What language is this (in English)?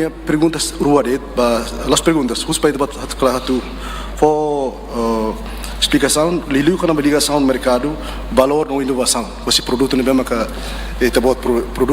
Tetum